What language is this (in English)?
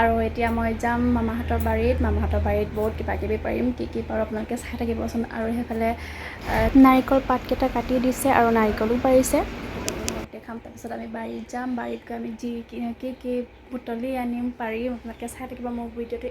Assamese